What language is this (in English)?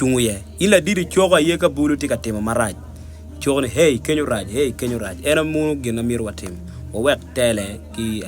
Acoli